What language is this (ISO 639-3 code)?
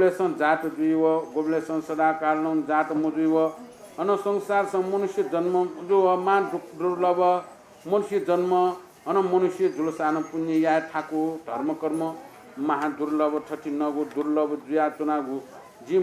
new